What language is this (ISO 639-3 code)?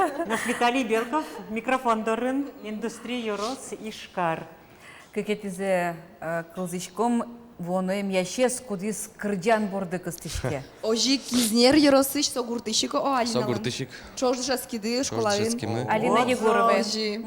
udm